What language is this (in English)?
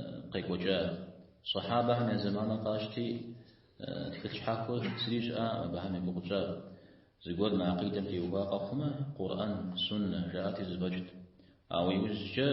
Kabardian